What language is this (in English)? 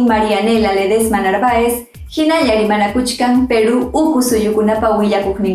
Ayacucho Quechua